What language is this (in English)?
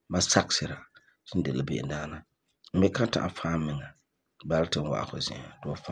Frafra